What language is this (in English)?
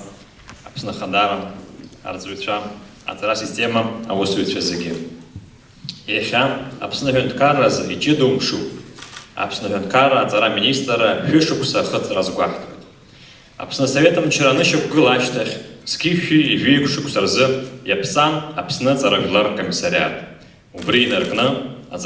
Abkhazian